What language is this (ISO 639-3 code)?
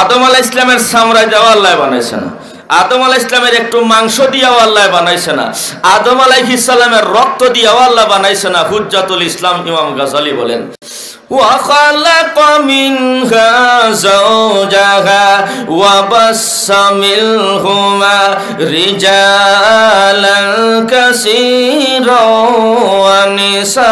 syl